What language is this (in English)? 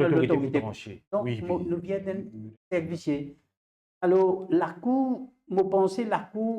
Morisyen